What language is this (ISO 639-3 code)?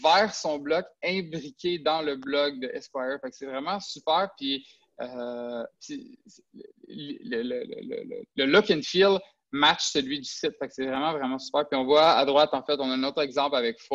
fra